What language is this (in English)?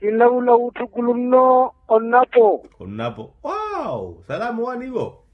Makhuwa